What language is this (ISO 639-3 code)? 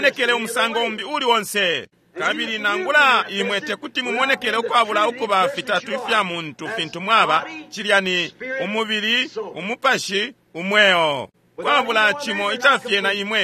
bem